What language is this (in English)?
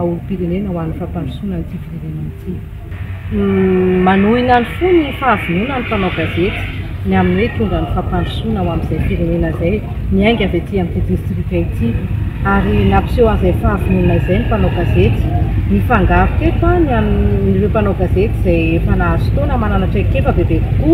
Malagasy